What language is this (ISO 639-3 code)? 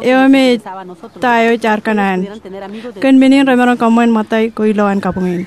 mah